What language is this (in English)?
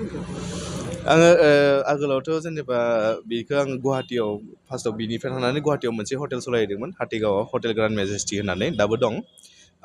Bodo